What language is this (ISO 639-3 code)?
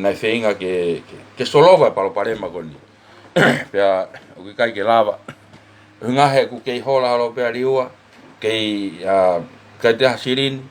ton